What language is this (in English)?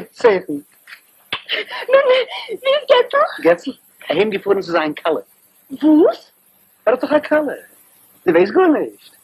Yiddish